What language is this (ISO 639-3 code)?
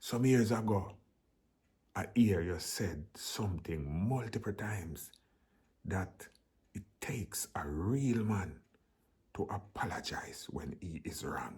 jam